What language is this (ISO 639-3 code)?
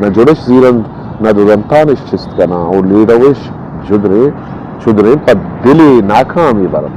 bgp